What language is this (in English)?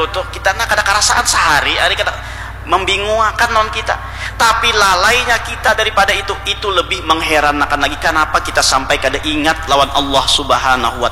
Banjar